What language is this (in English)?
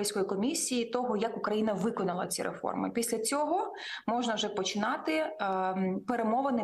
Ukrainian